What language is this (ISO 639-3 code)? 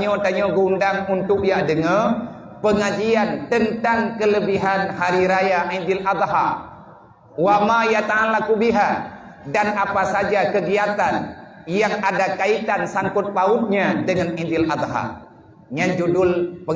ace